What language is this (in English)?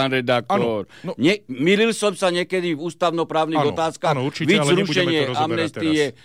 Slovak